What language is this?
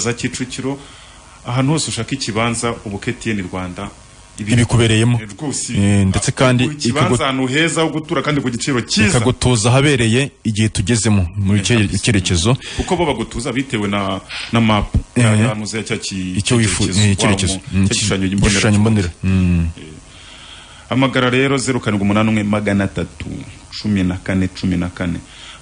Kinyarwanda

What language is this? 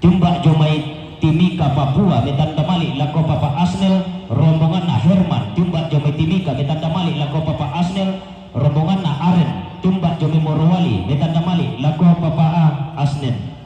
Toraja-Sa'dan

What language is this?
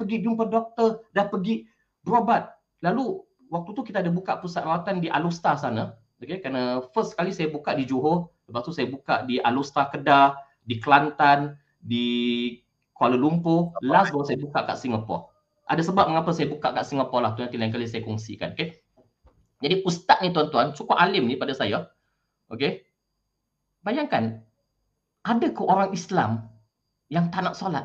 Malay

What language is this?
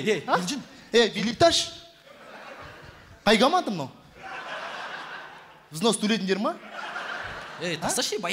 Kazakh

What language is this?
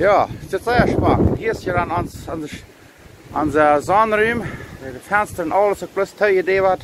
Plautdietsch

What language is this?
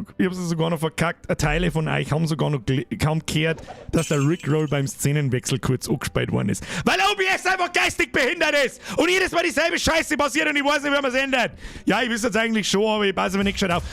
Bavarian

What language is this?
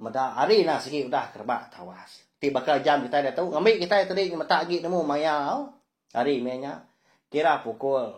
Iban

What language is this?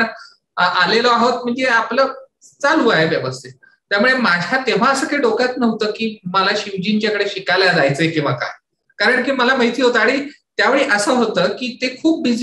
Marathi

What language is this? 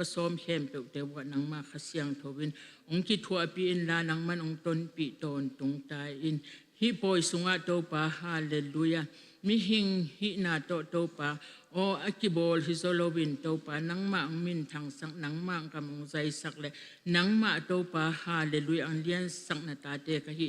Tedim Chin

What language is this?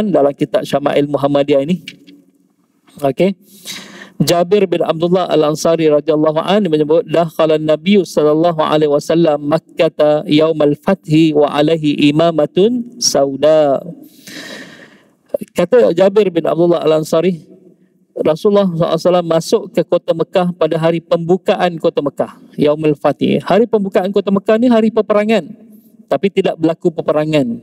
Malay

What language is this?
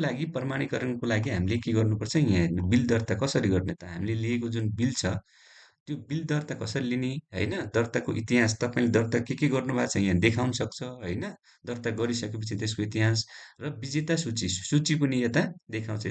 Nepali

